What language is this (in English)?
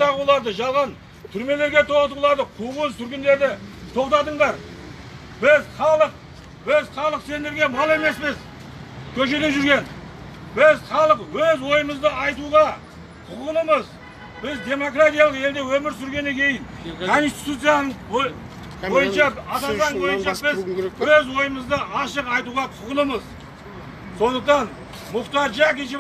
Kazakh